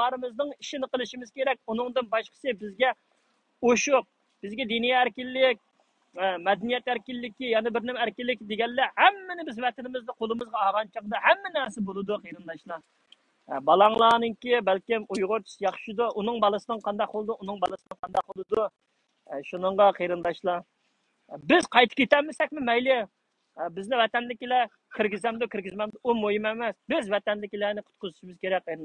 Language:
Uyghur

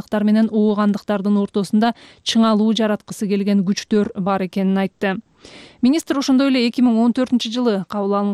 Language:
Kyrgyz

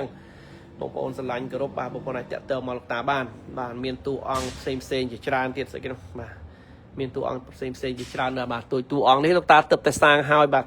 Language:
Khmer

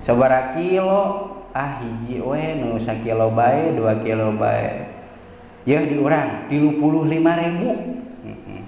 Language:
Sundanese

